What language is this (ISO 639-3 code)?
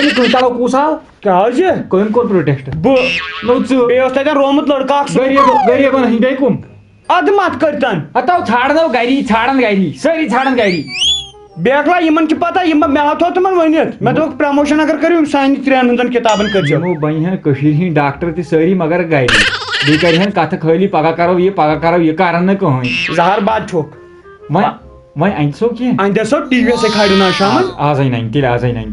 kas